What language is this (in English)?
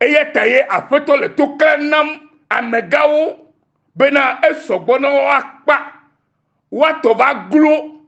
Ewe